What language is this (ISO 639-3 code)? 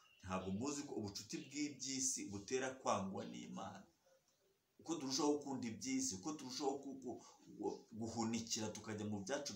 kin